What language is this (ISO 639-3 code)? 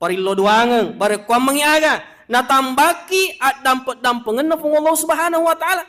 bug